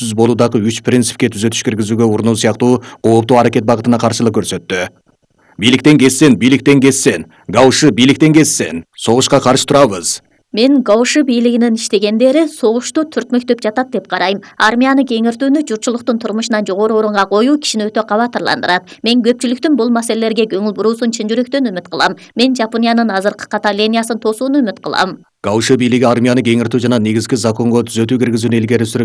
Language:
Kyrgyz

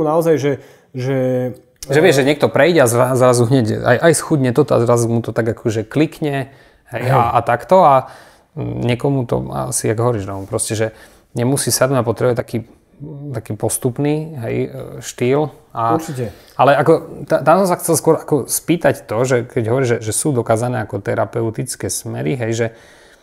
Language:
Slovak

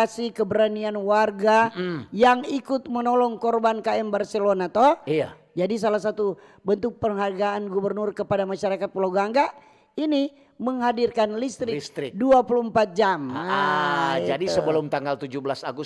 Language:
Manado Malay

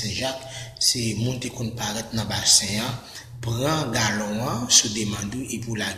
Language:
Haitian Creole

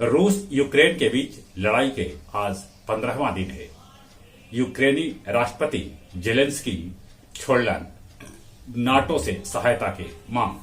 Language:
Magahi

